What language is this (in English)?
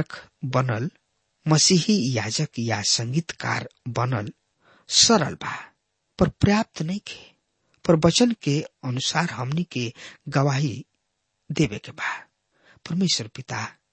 Bhojpuri